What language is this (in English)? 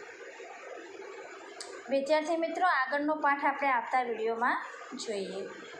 Gujarati